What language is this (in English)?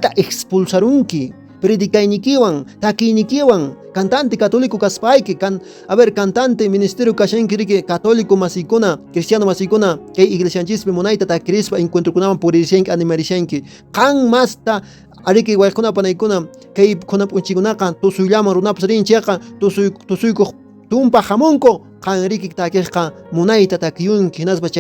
Quechua